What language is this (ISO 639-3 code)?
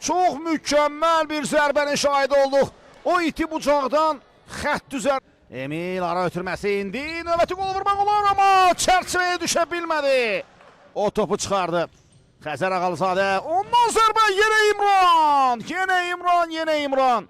aze